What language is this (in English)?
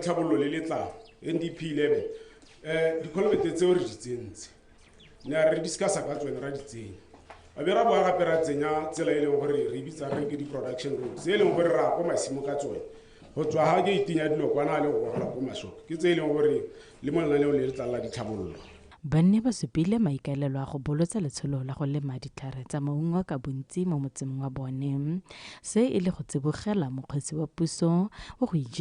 Tswana